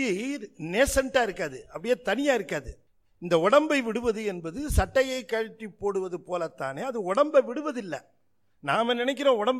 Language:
Tamil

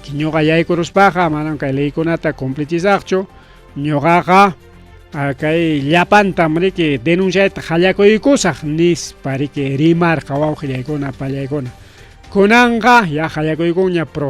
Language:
Ayacucho Quechua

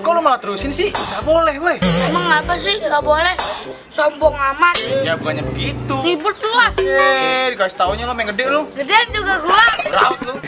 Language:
Betawi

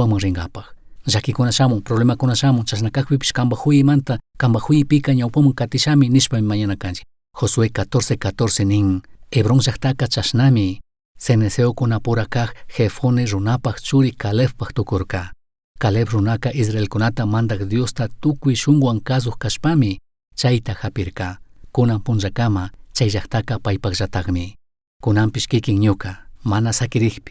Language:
Chimborazo Highland Quichua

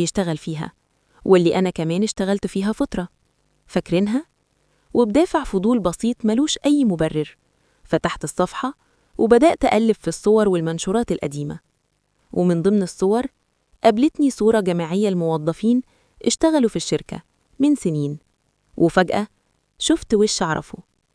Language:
Egyptian Arabic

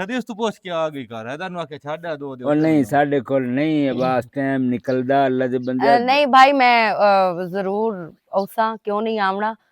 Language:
Western Panjabi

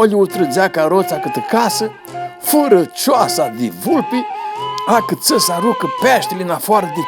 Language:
Aromanian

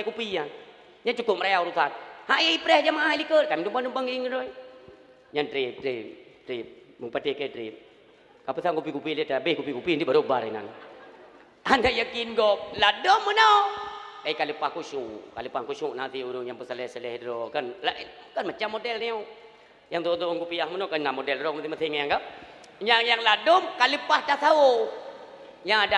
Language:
Achinese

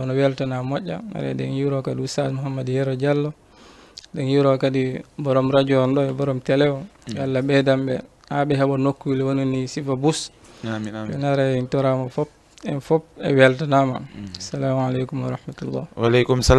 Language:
Fula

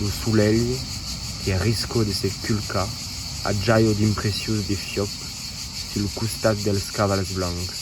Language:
Occitan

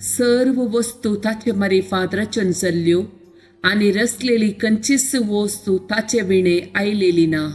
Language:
Konkani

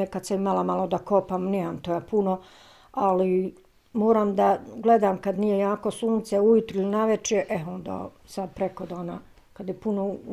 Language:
Bosnian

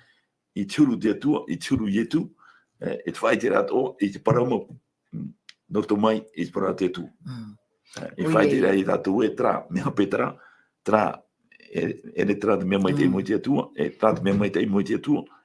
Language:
Tahitian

